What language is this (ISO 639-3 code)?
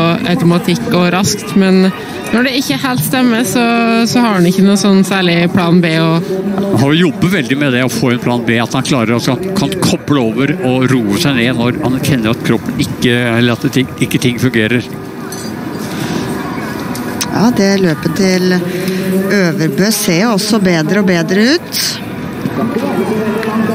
nor